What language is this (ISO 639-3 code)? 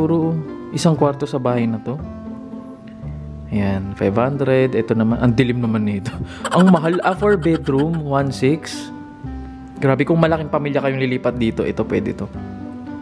fil